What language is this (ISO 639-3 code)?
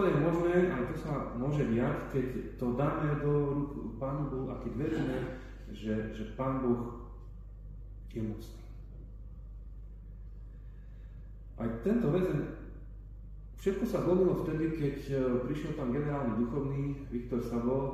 slk